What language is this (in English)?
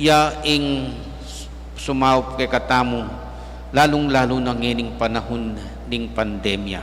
Pampanga